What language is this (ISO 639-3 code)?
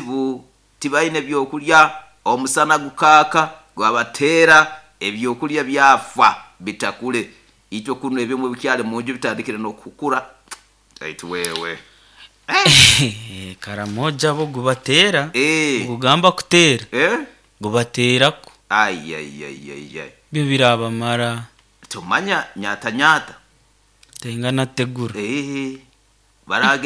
nyo